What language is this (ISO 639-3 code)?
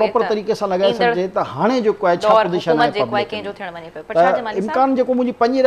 snd